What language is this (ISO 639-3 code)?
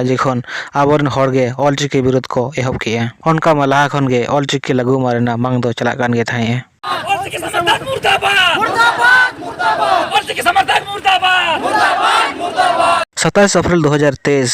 sat